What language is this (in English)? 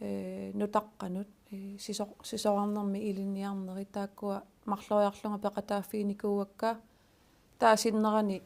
Kalaallisut